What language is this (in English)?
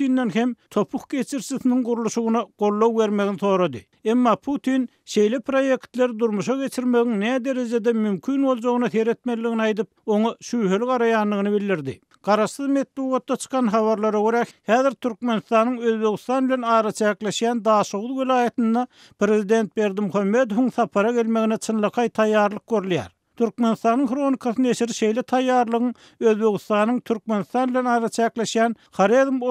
Turkmen